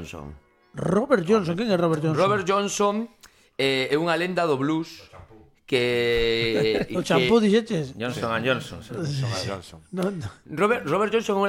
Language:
Galician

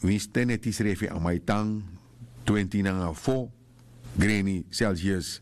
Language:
Sranan Tongo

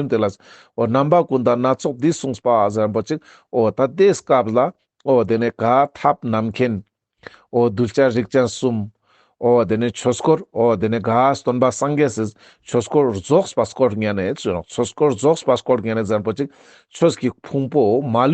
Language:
Ladakhi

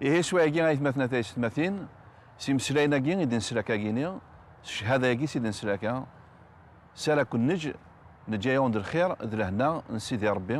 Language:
Kabyle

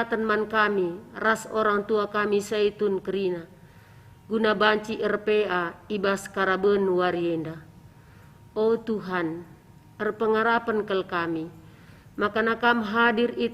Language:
Batak Karo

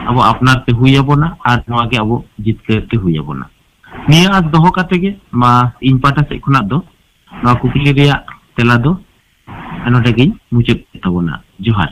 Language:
Santali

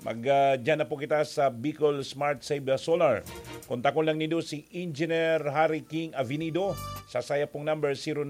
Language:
Bikol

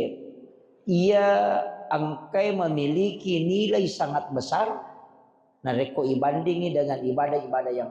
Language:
Buginese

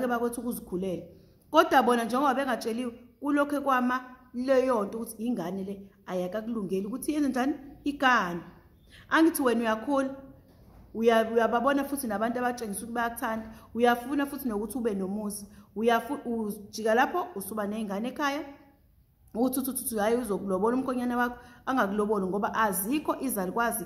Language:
Zulu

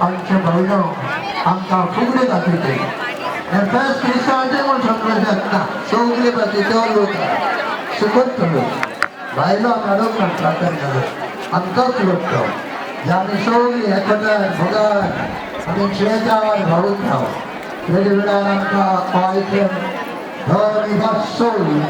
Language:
Konkani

